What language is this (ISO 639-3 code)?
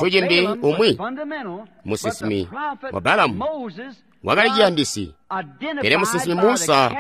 toi